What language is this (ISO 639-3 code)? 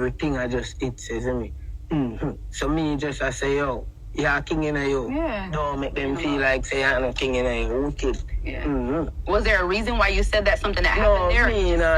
jam